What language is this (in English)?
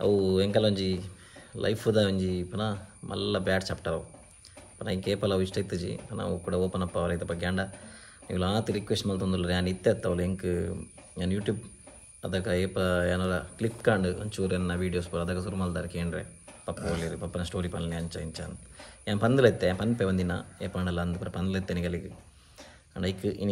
Tulu